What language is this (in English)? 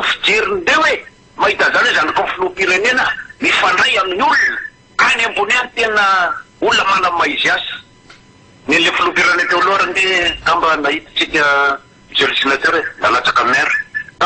Malagasy